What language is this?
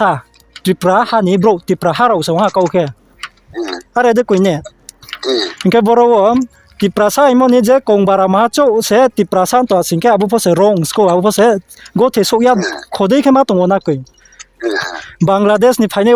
Riang (India)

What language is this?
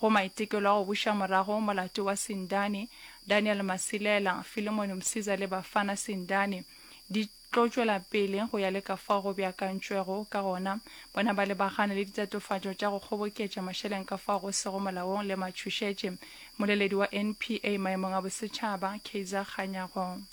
Northern Sotho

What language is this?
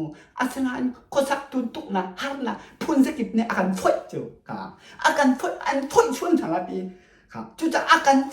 Hakha Chin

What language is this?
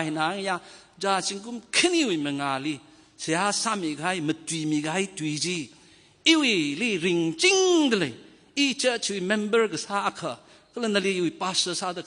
Tangkhul Naga (India)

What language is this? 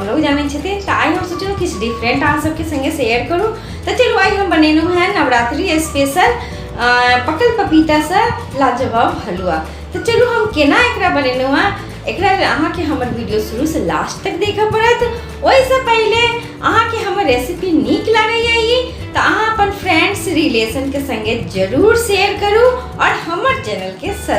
Maithili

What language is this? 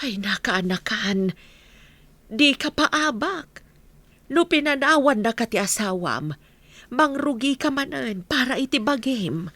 Iloko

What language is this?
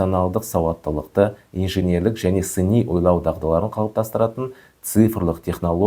Kazakh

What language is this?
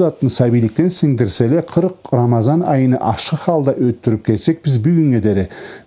Karachay-Balkar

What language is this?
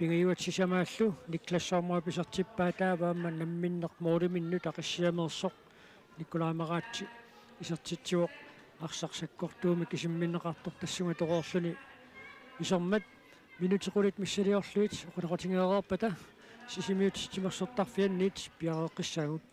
Kalaallisut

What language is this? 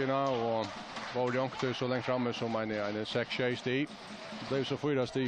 Faroese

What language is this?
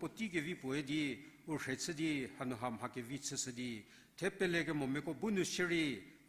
Angami Naga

